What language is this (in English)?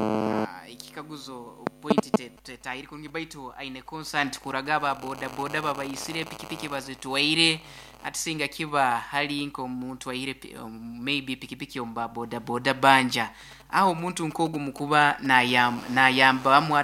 Nyoro